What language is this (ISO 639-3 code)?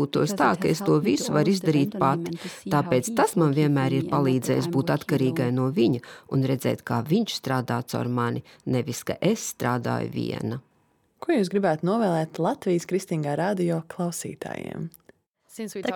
lav